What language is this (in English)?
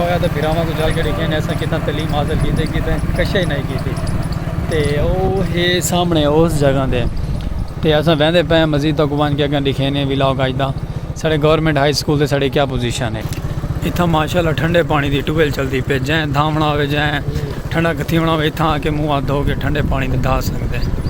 Saraiki